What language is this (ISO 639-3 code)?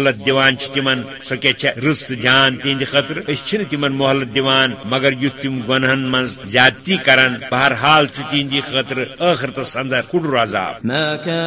kas